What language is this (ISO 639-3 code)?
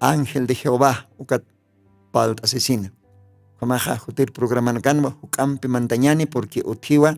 aym